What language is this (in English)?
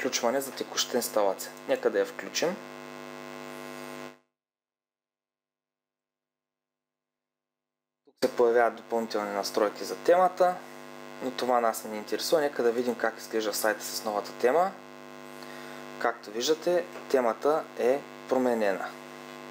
Bulgarian